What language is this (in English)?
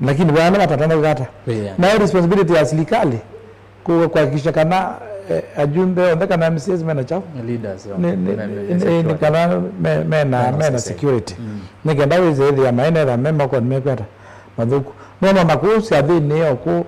Kamba